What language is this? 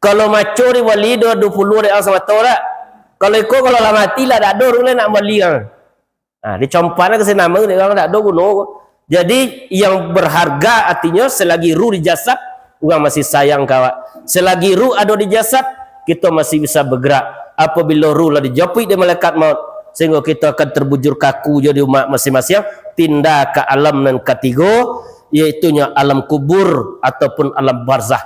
Minangkabau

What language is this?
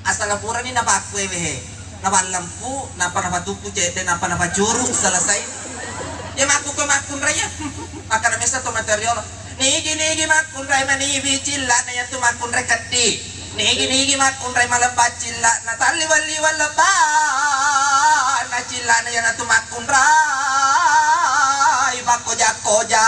Buginese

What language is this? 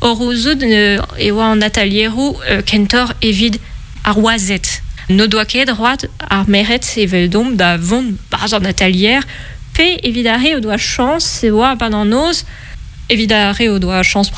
Breton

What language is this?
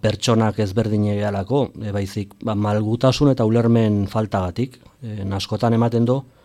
Basque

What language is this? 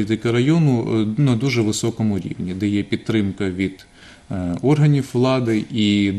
Ukrainian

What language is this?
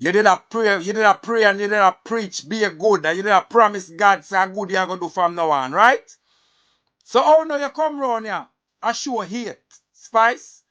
Jamaican Creole English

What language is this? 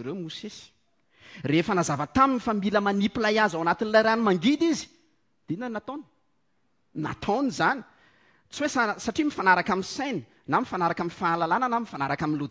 Malagasy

